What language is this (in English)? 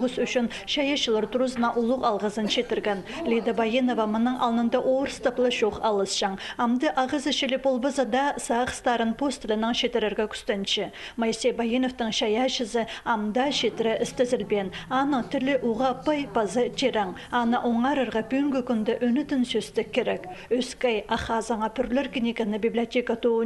Khakas